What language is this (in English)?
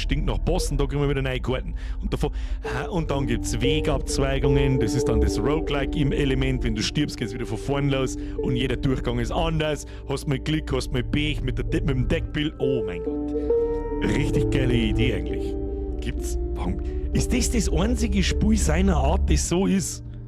Bavarian